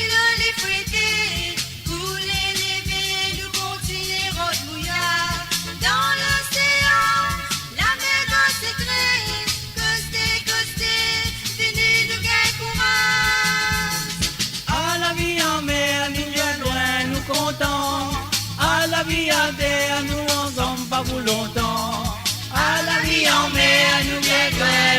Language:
Morisyen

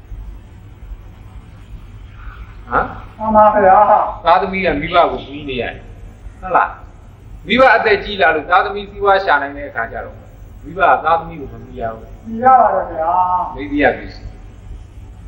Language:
Burmese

